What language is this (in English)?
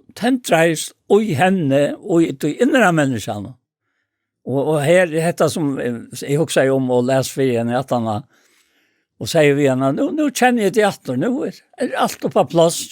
Faroese